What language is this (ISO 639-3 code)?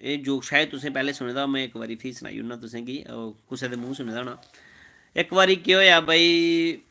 doi